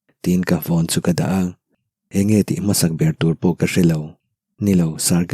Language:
Mizo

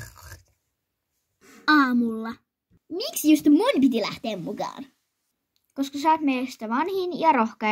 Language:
Finnish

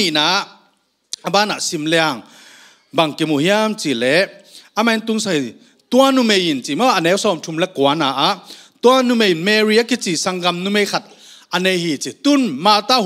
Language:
Tedim Chin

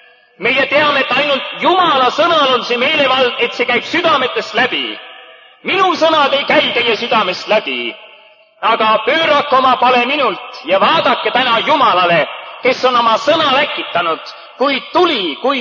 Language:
Estonian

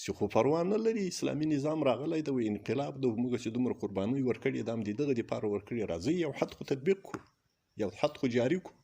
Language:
Pashto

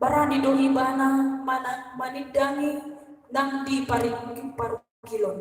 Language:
Batak Toba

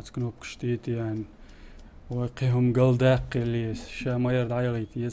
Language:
Chechen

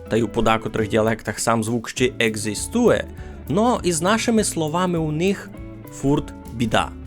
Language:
Rusyn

